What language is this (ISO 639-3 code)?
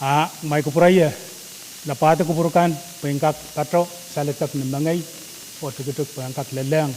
pon